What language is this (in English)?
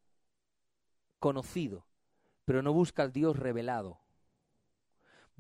Spanish